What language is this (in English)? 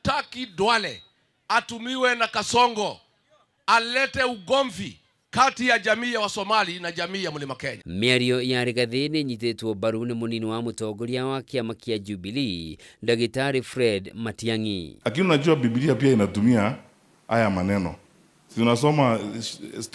Kikuyu